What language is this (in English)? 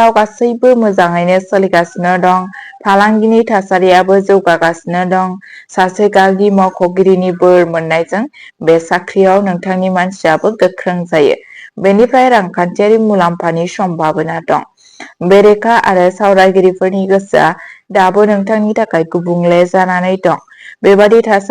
Bodo